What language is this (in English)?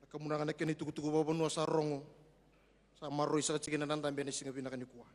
Fijian